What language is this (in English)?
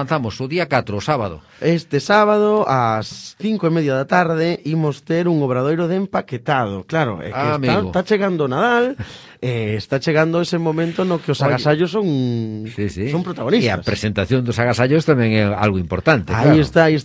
Galician